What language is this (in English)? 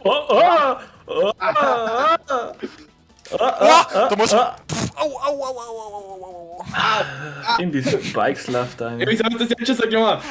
Bavarian